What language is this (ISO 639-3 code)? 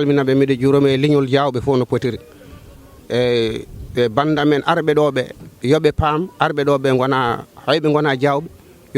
ful